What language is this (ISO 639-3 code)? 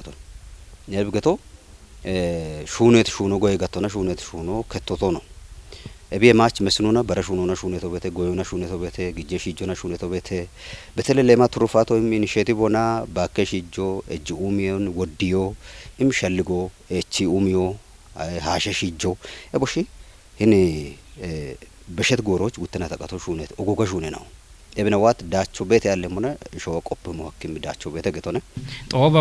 kbr